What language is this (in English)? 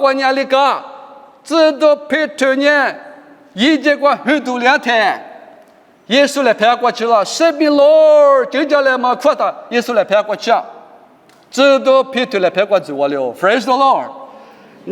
Lisu